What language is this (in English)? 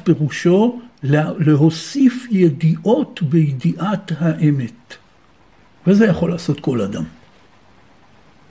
Hebrew